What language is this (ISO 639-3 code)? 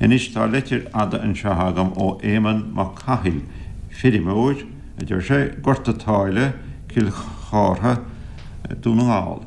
gle